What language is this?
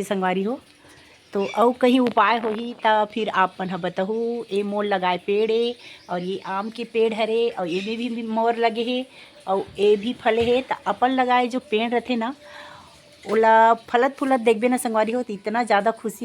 Chhattisgarhi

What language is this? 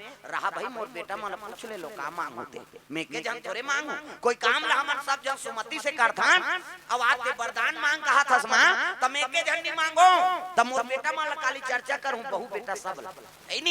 Chhattisgarhi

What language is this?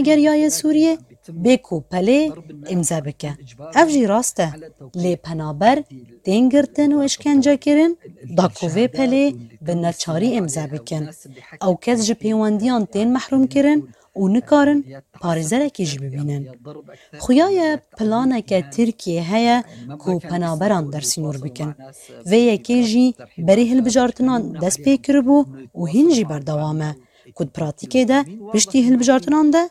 Kurdish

